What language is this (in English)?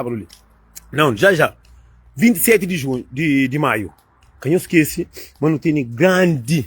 Kabuverdianu